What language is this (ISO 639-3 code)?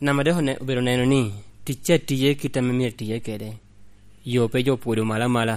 laj